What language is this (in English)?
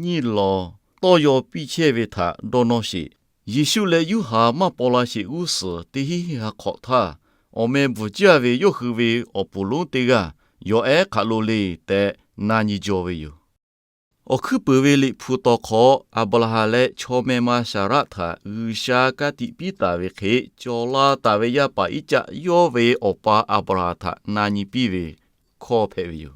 Lahu